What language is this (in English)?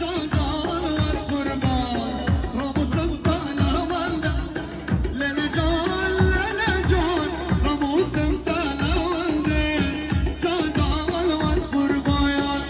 Kurdish